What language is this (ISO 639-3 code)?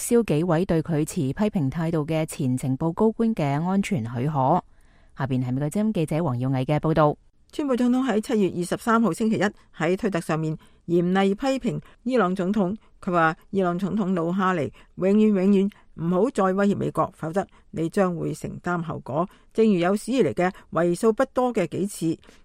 yue